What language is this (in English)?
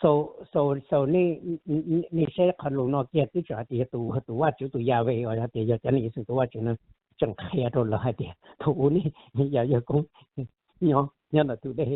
Hmong